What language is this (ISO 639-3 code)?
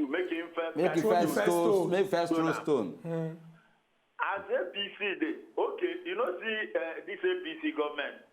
pcm